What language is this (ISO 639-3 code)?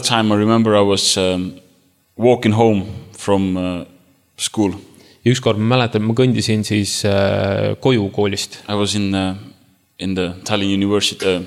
est